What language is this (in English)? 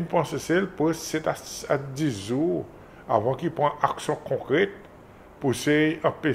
Seselwa Creole French